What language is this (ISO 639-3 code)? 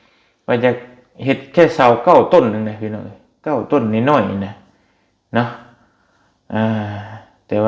lao